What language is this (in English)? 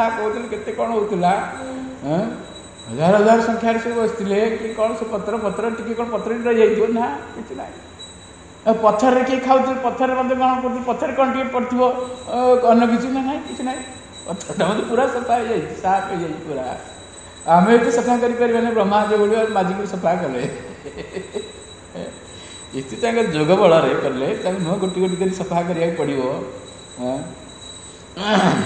Odia